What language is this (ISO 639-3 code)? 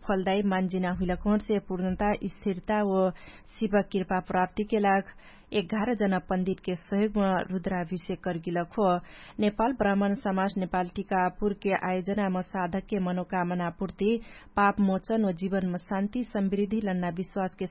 thl